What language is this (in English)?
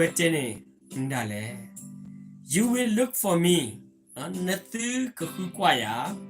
S'gaw Karen